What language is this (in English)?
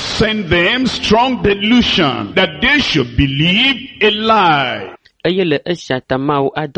Ewe